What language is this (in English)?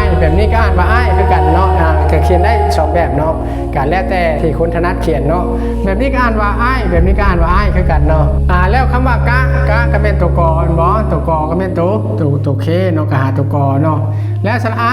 Lao